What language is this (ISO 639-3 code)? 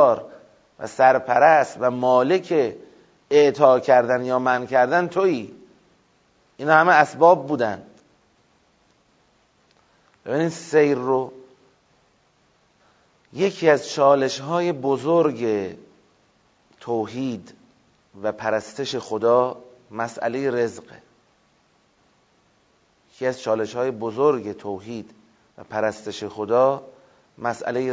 fas